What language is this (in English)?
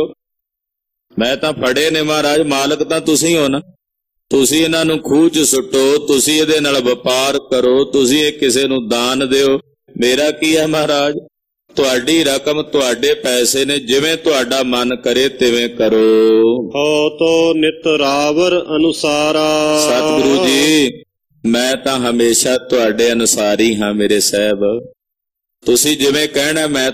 Punjabi